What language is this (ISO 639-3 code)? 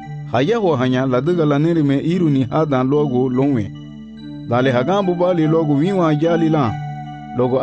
cab